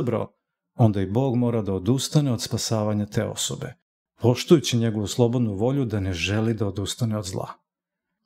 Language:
Serbian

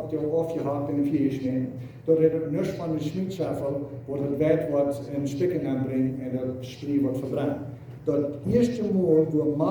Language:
Plautdietsch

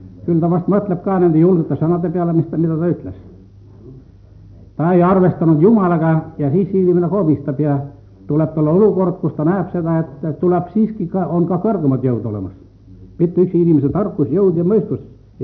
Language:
Estonian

